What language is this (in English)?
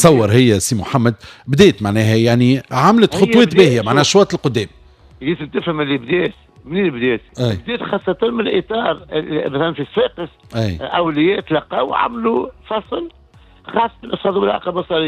Tunisian Arabic